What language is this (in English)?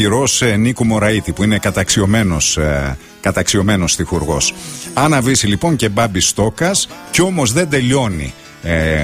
Greek